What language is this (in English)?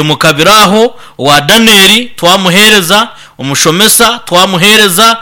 Nyankole